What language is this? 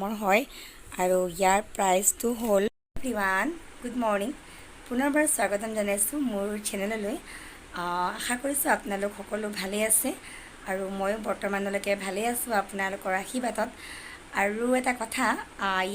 Assamese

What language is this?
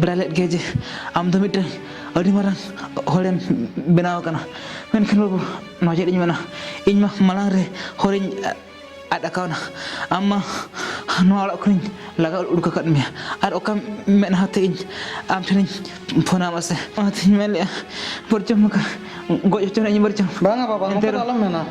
Santali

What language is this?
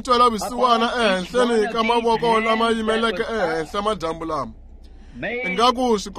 Tsonga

